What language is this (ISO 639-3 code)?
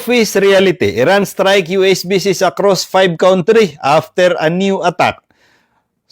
mrw